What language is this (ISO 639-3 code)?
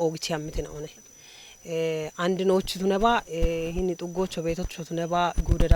kbr